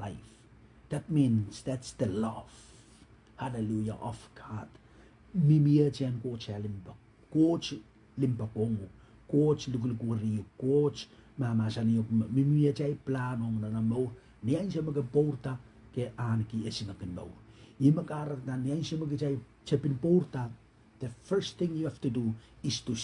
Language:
Pohnpeian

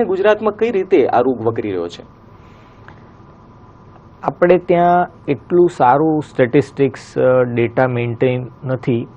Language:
Gujarati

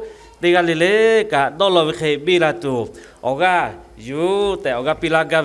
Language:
Lahu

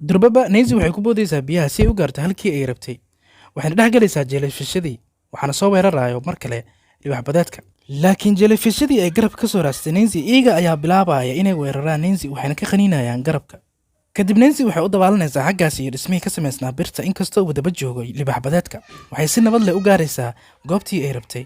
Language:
Somali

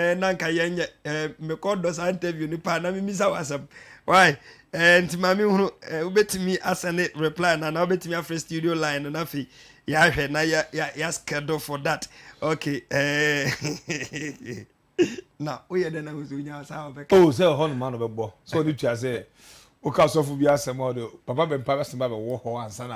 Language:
Akan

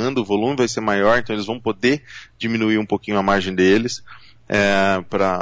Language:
Portuguese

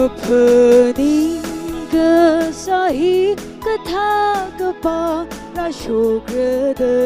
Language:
Tangkhul Naga (India)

